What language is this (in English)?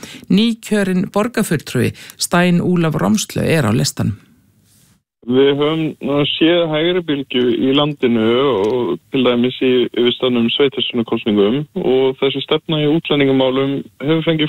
Icelandic